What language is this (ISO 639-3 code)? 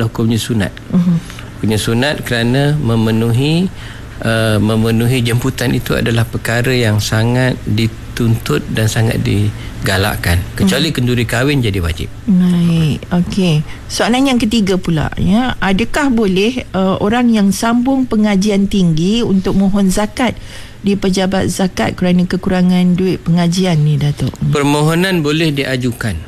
msa